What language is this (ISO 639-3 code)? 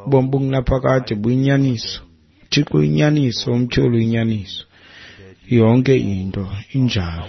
xho